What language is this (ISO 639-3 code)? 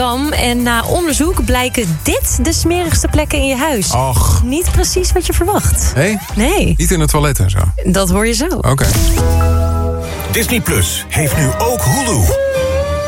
nld